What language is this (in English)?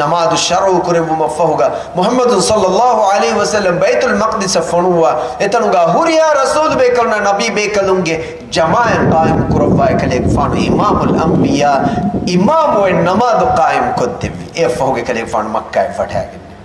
Divehi